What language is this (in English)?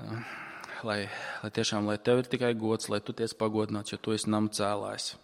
Latvian